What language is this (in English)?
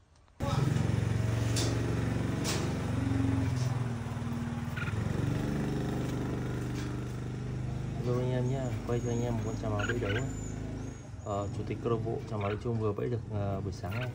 Vietnamese